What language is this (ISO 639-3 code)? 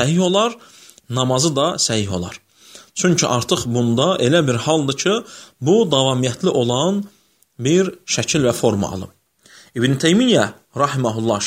aze